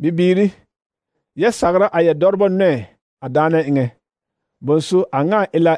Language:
Southern Dagaare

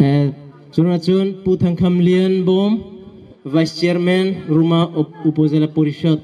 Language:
Bawm Chin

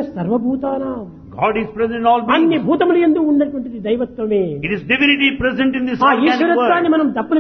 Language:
Telugu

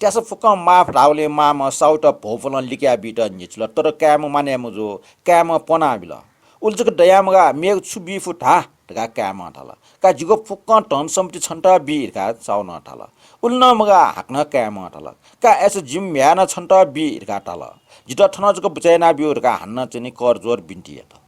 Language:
Newari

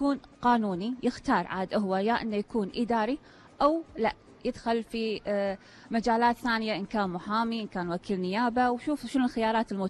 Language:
Gulf Arabic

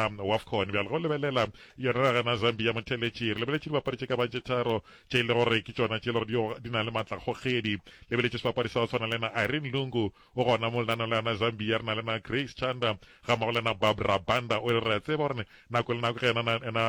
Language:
Northern Sotho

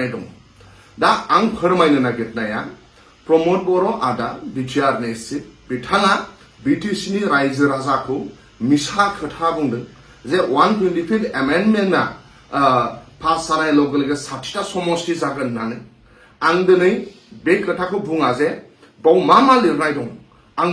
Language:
Bodo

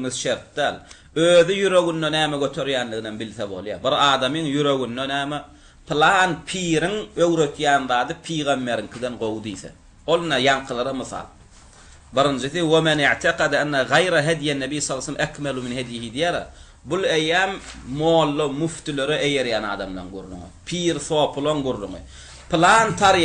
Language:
Turkmen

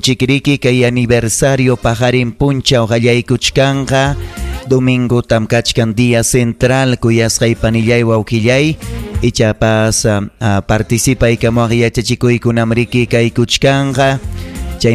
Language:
Ayacucho Quechua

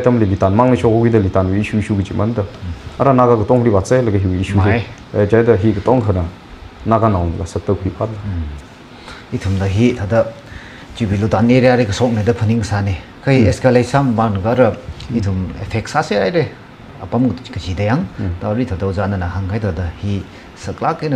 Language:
Tangkhul Naga (India)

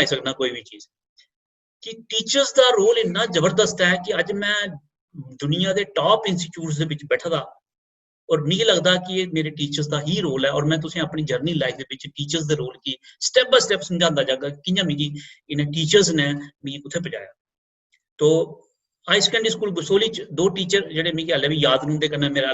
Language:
Dogri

